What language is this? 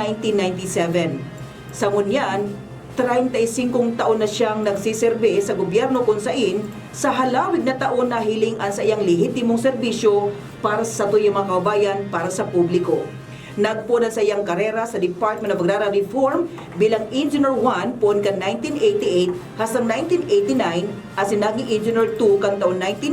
Bikol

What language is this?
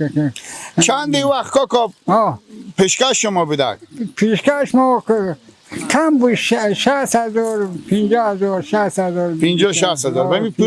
Persian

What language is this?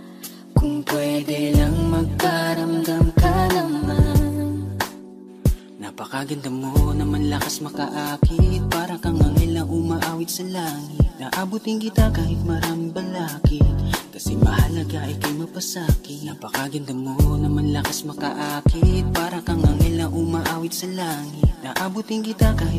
Filipino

